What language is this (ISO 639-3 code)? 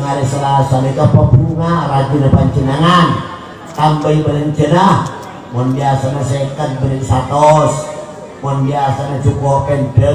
mad